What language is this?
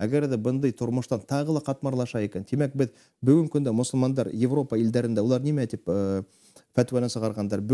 Bashkir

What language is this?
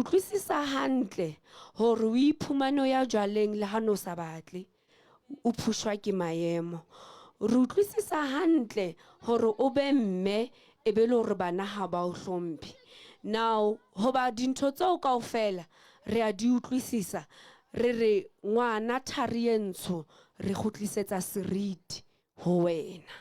Southern Sotho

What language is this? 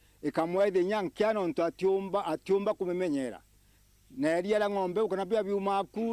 Meru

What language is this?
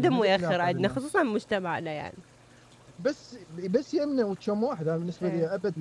Mesopotamian Arabic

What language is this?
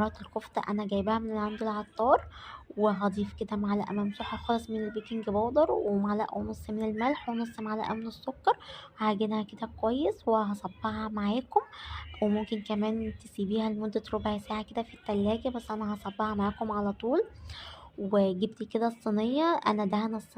Egyptian Arabic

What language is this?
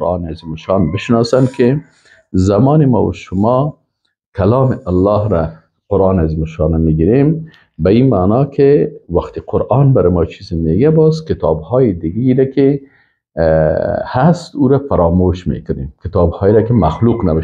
Persian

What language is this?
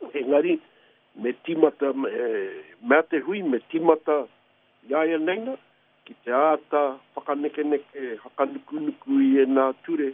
Māori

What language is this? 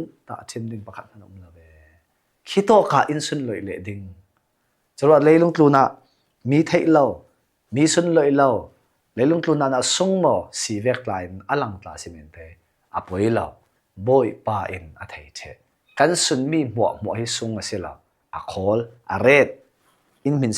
Falam Chin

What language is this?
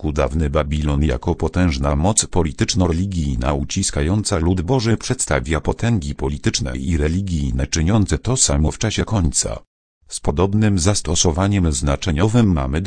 Polish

